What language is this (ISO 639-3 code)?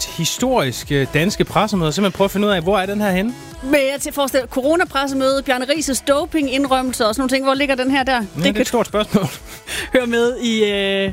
dan